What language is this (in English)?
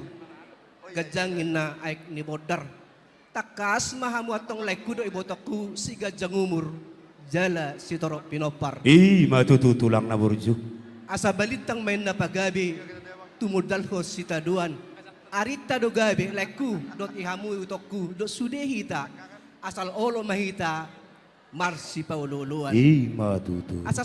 Batak Toba